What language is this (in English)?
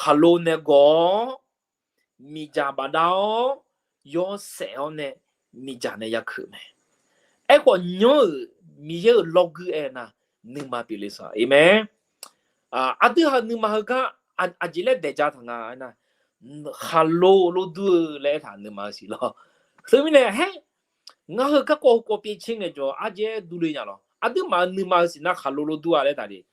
Akha